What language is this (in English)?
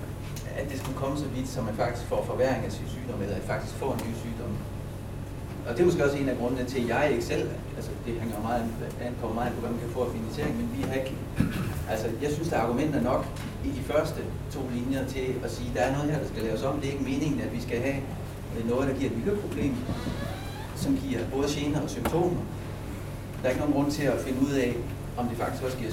Danish